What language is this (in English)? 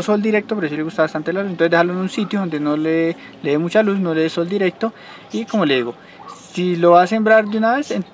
Spanish